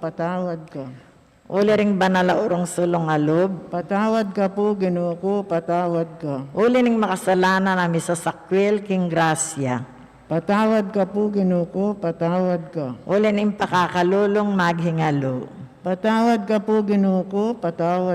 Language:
Pampanga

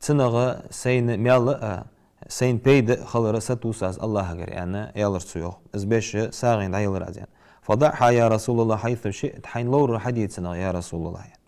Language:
Ingush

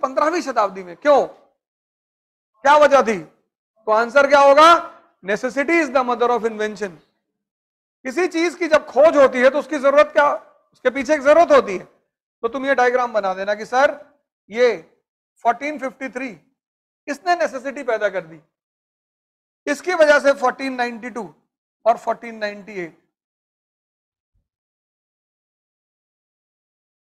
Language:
Hindi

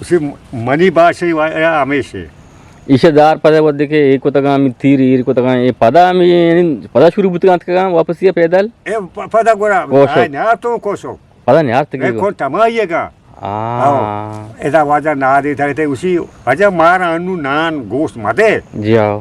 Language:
Eastern Balochi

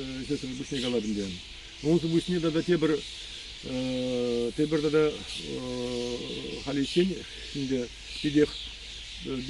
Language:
Chuvash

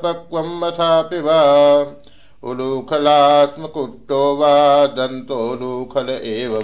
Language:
Sanskrit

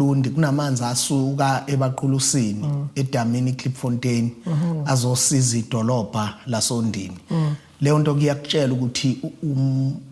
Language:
Zulu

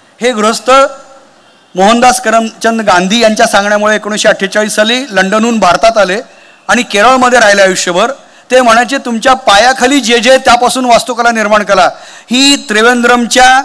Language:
Marathi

